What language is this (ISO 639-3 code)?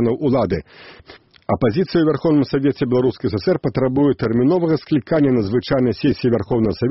bel